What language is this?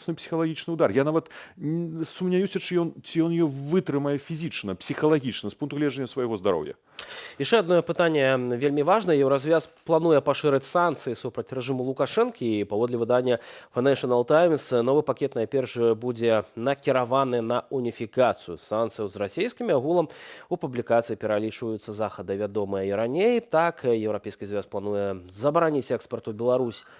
Belarusian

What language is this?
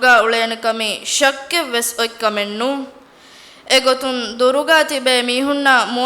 Divehi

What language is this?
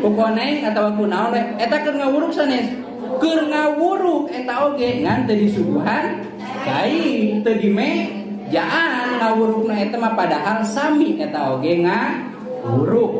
Sundanese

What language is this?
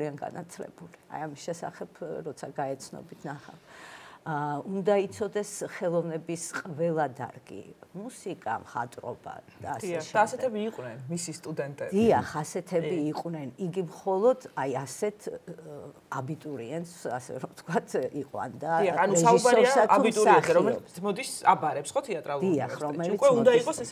Georgian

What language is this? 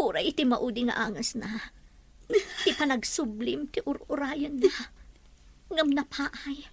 Iloko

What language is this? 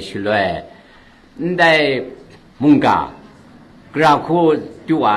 Kachin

